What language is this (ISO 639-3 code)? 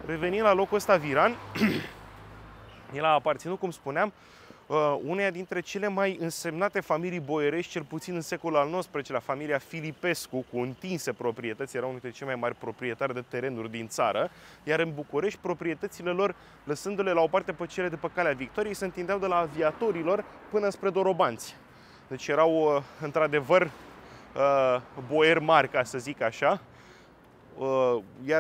ron